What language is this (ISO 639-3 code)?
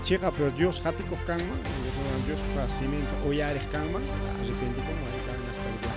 quy